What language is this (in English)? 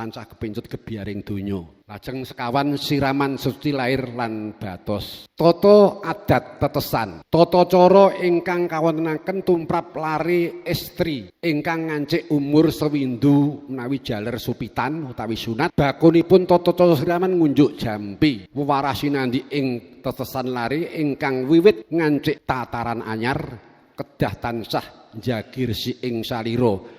Javanese